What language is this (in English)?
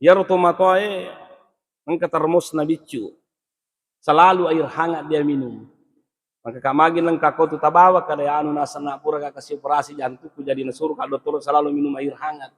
Buginese